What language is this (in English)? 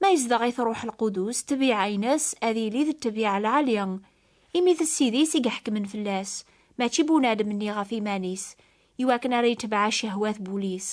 Kabyle